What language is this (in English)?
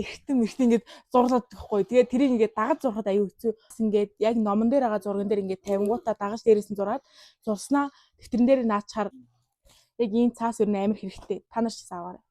Mongolian